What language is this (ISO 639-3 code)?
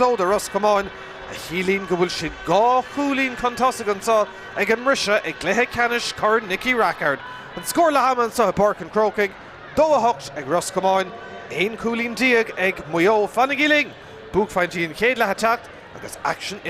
gle